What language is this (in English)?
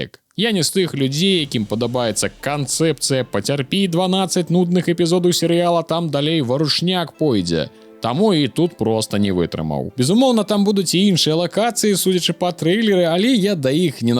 Belarusian